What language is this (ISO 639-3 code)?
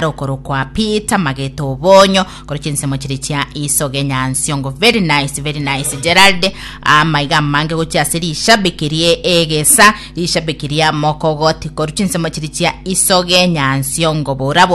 guz